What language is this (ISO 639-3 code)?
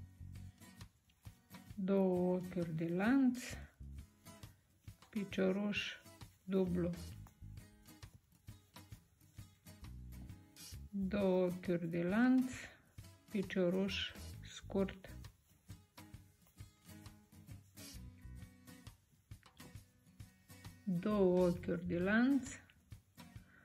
ron